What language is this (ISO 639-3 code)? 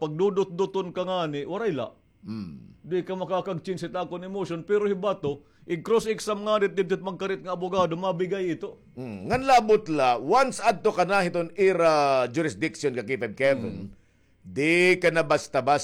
war